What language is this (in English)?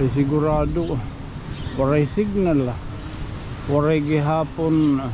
Waray